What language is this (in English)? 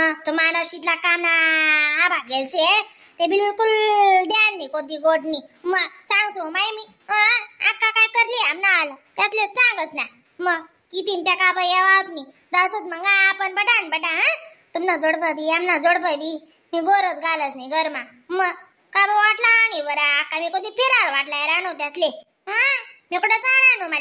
Khandesi